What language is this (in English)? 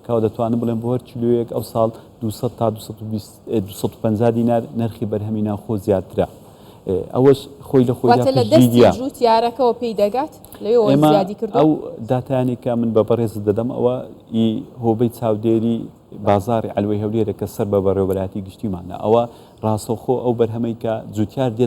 Central Kurdish